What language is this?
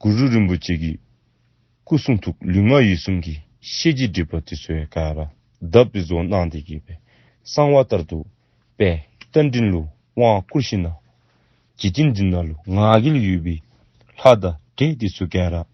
Dzongkha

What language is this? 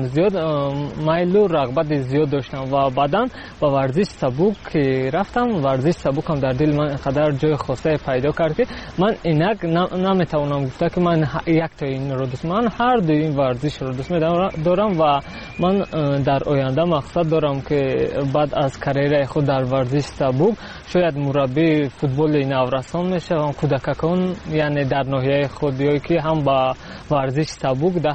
Persian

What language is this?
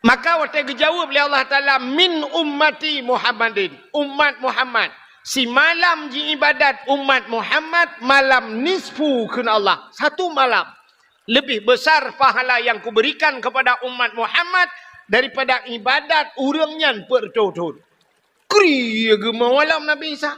Achinese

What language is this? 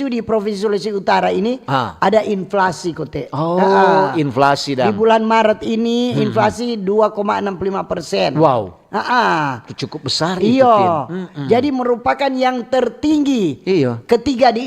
Manado Malay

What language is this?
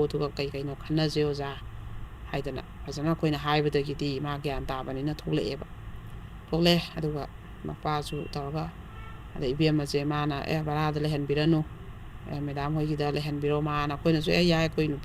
Manipuri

